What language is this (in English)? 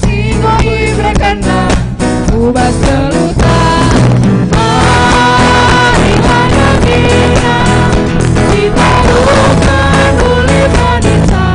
Batak Karo